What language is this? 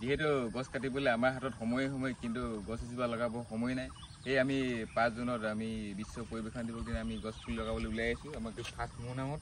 Assamese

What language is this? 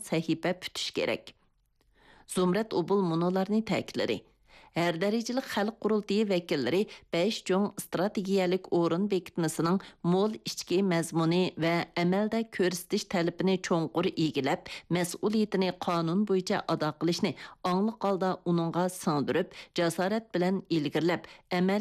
Uyghur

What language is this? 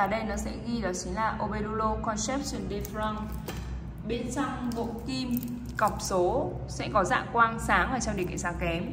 Vietnamese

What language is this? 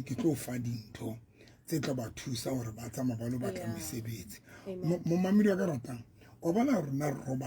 Southern Sotho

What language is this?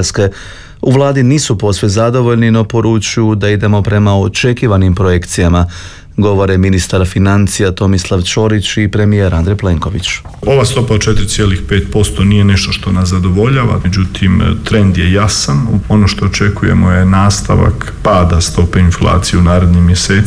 Croatian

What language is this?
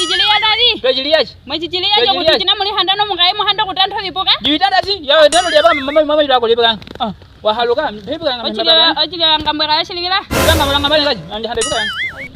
Nyaneka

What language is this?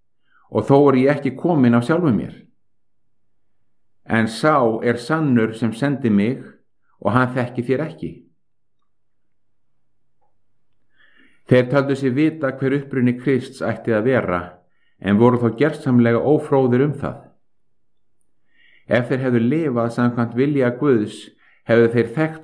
Icelandic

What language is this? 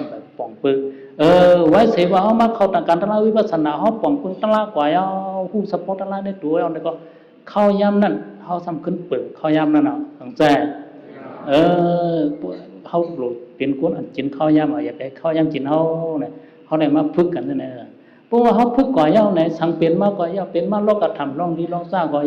Shan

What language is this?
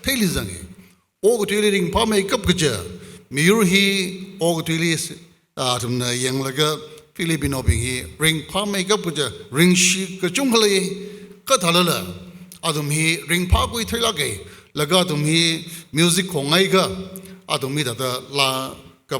Tangkhul Naga (India)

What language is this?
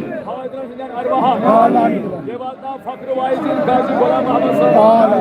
Kashmiri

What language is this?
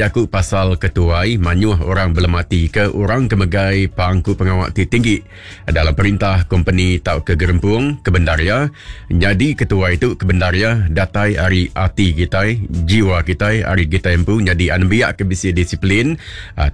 Iban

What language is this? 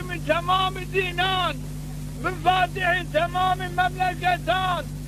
Zaza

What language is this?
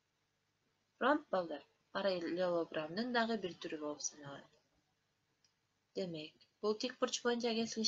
Kyrgyz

